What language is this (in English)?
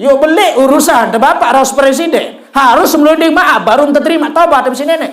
Sasak